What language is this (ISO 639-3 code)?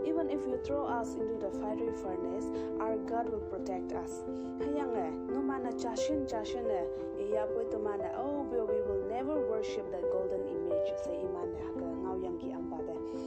nbe